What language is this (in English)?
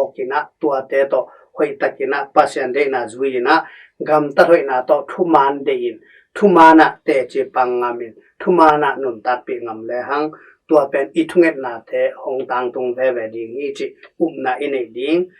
Tedim Chin